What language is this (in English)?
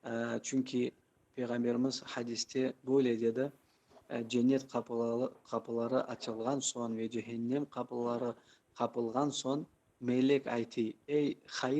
Crimean Tatar